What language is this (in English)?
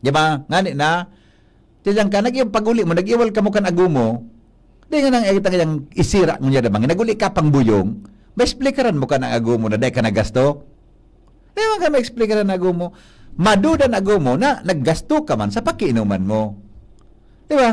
Bikol